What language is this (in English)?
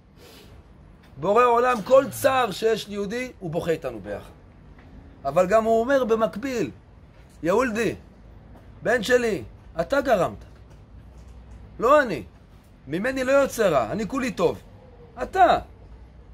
Hebrew